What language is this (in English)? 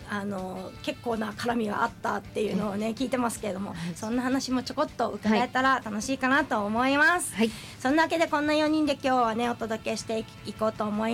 Japanese